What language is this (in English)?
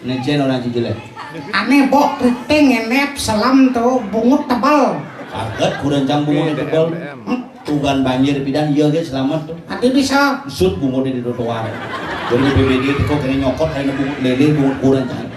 Balinese